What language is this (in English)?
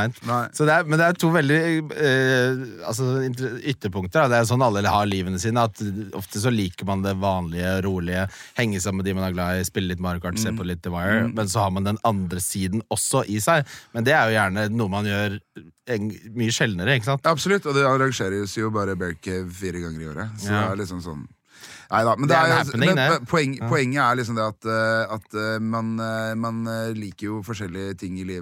Norwegian